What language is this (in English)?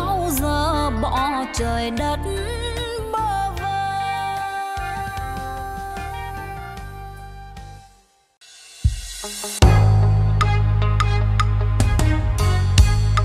Vietnamese